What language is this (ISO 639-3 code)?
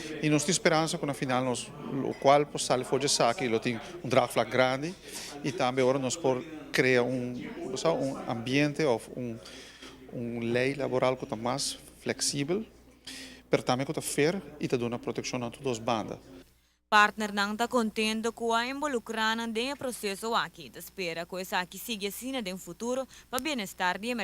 pap